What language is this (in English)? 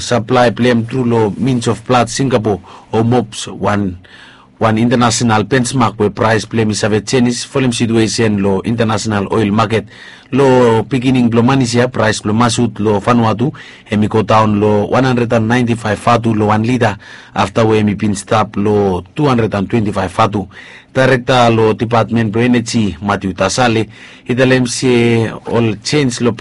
Bislama